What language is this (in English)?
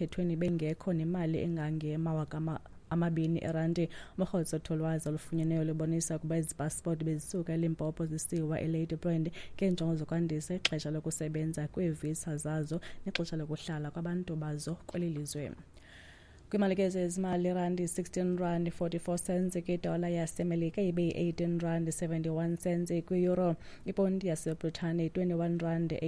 Xhosa